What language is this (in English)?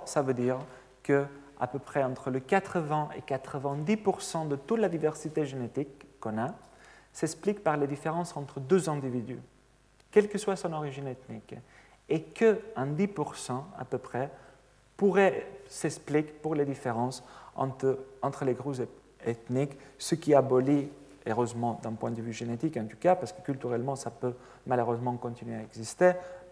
French